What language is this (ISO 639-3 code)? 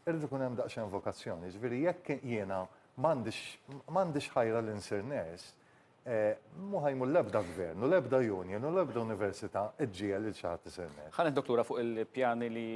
mlt